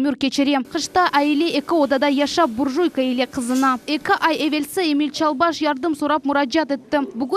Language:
Crimean Tatar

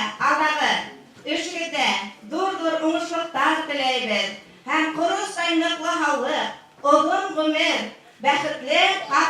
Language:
Bashkir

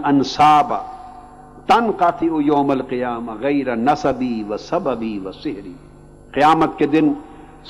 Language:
Urdu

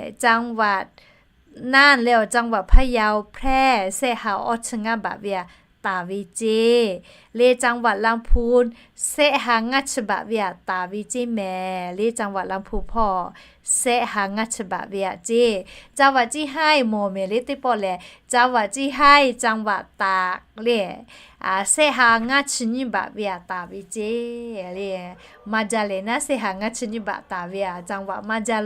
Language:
Lahu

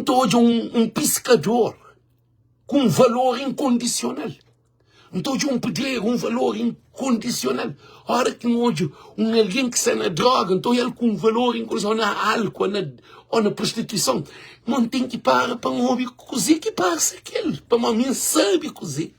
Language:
Kabuverdianu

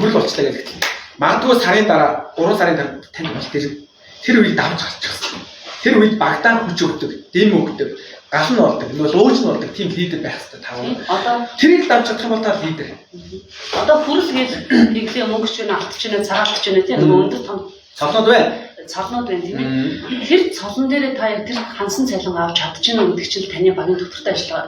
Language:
Mongolian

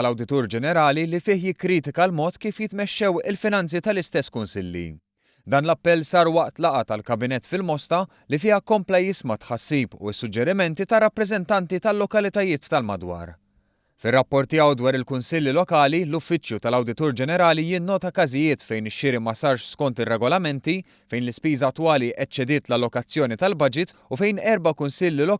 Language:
Maltese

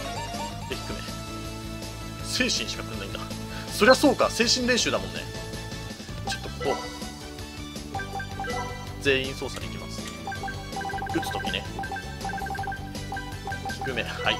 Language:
Japanese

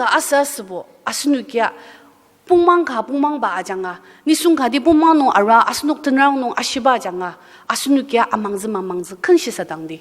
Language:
Ao Naga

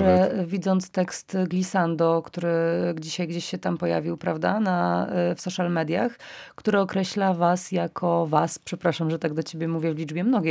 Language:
Polish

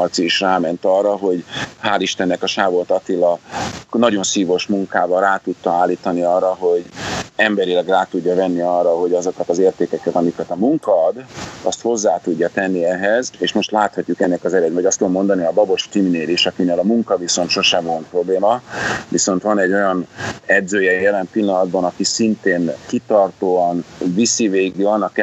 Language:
Hungarian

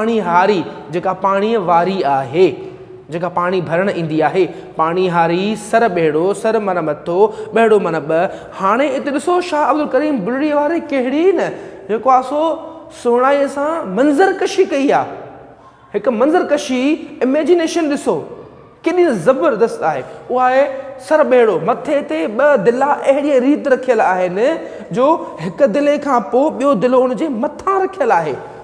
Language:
Sindhi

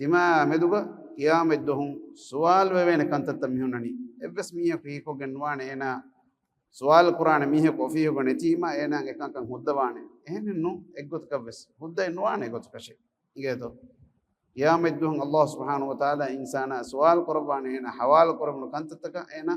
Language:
Divehi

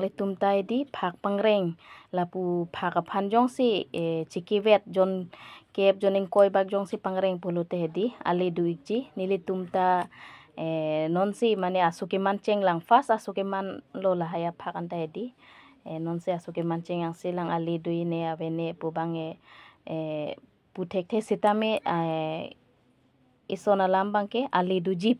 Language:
Karbi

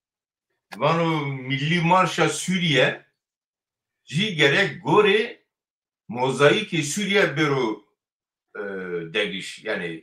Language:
Zaza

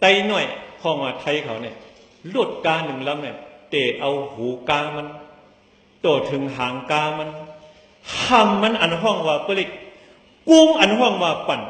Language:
Shan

